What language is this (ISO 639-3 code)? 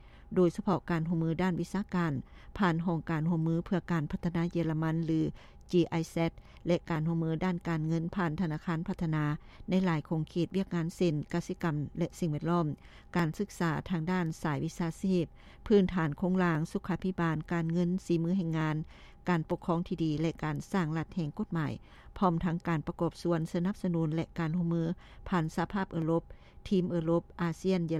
lao